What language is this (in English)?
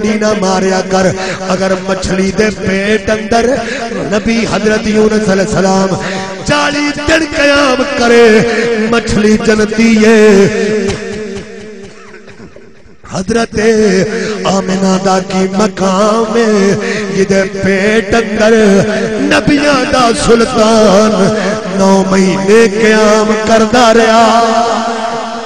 Western Panjabi